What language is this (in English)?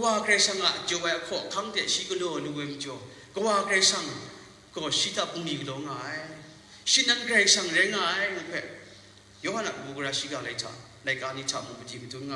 Kachin